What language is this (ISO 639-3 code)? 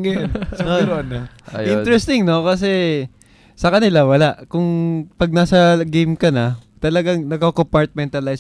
fil